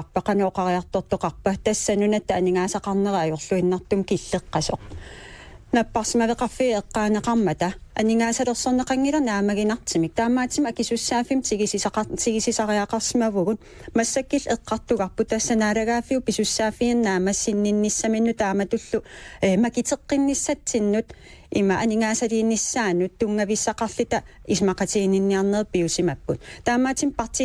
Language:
Kalaallisut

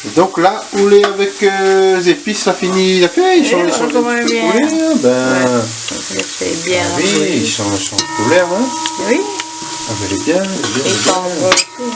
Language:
Réunion Creole French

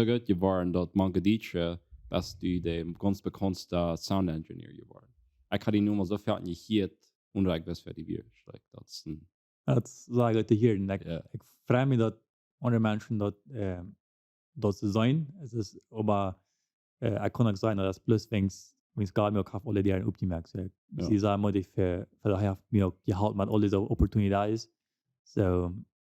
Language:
Plautdietsch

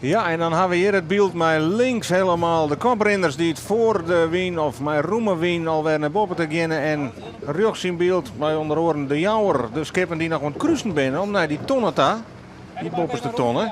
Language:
Western Frisian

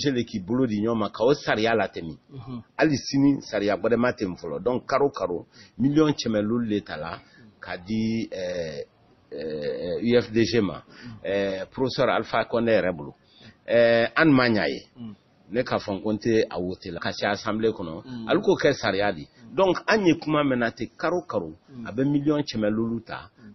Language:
Bambara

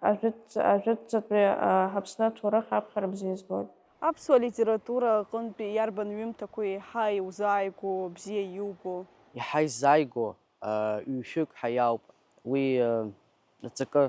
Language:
Abkhazian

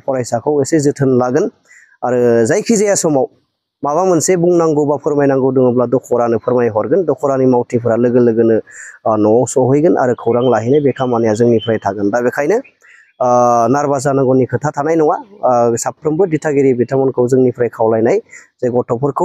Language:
Bodo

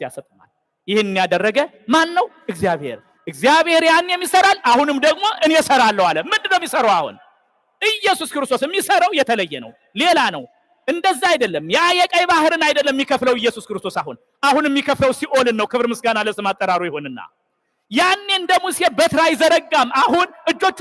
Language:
Amharic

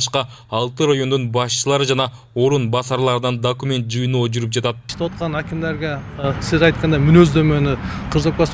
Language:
Kyrgyz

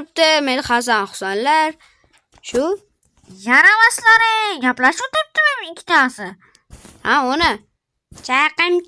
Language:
Uzbek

